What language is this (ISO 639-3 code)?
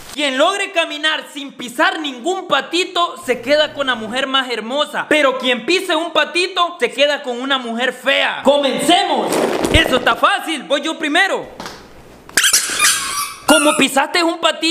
spa